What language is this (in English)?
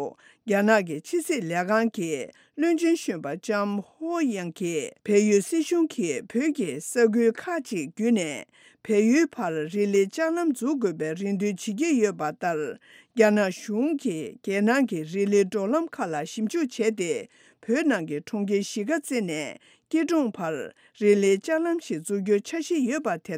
Tibetan